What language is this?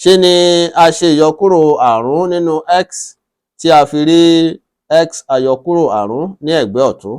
Yoruba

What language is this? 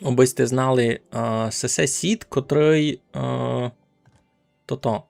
Rusyn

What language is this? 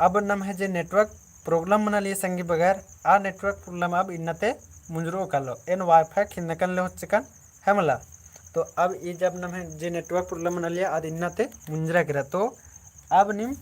Kurukh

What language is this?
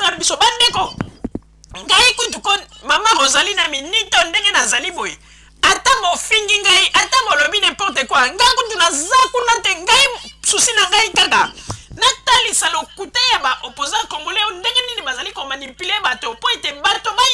Lingala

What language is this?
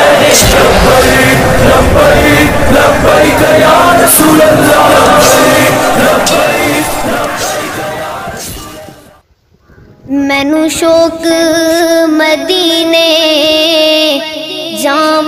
Urdu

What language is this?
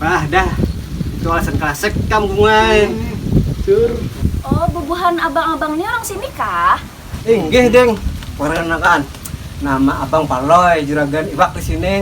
Banjar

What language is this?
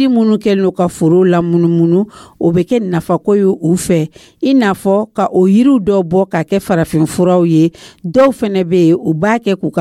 Dyula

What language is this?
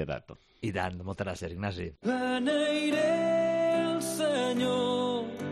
Catalan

